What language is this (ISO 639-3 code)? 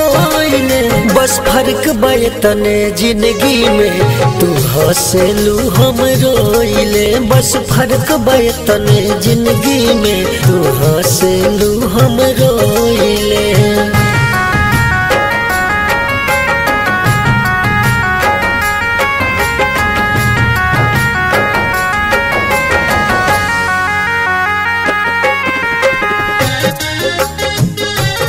bho